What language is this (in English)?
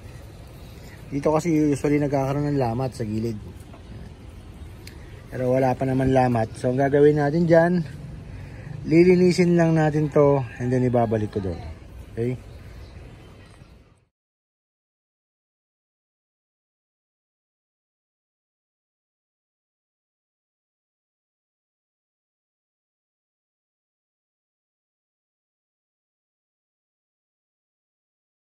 Filipino